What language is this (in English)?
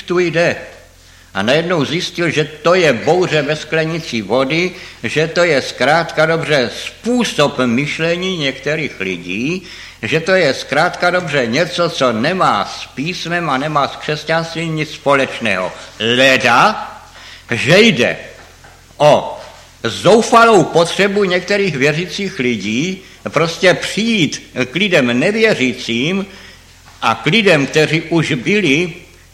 Czech